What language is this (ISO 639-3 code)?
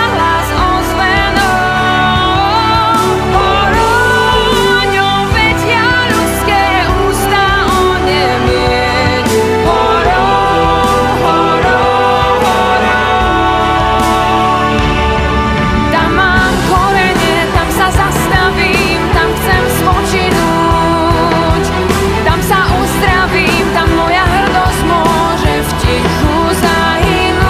slk